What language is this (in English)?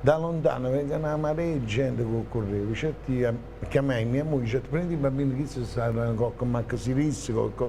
Neapolitan